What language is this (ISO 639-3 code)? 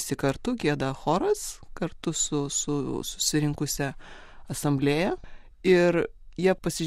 lit